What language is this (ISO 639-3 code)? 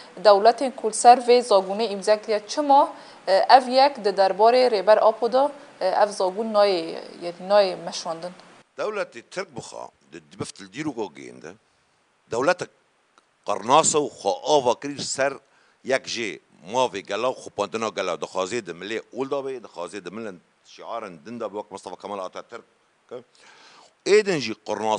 kur